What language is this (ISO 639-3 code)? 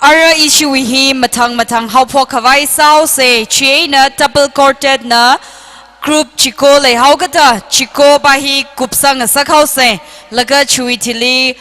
nmf